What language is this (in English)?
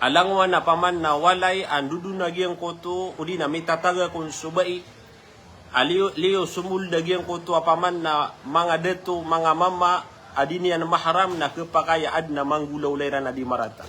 Maranao